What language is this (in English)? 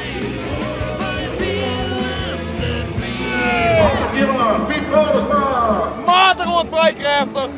Western Frisian